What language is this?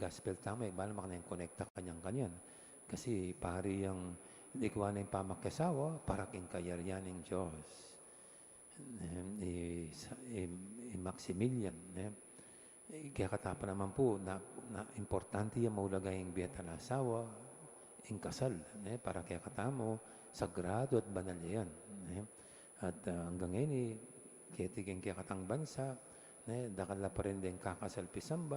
Pampanga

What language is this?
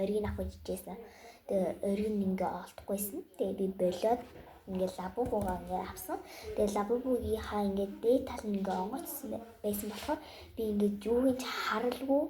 Mongolian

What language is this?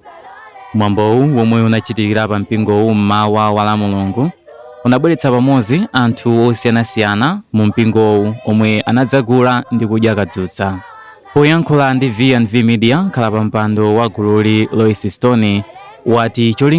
Nyanja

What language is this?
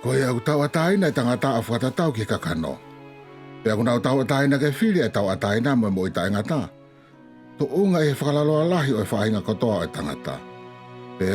Tongan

